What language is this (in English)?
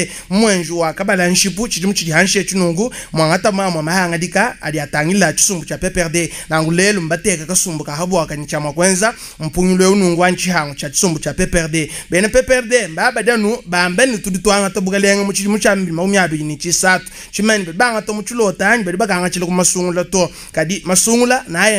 Luba-Lulua